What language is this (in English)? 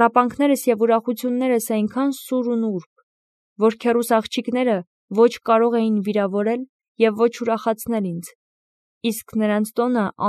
Armenian